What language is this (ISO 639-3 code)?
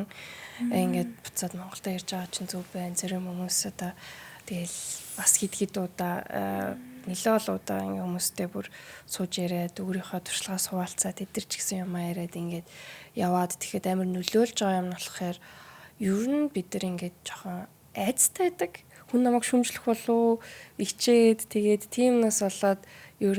mon